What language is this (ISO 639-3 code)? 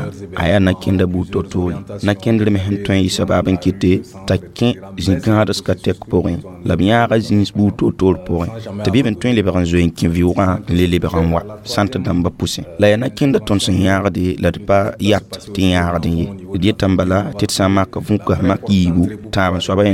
mos